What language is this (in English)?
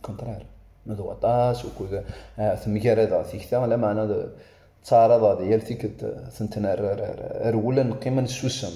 Kabyle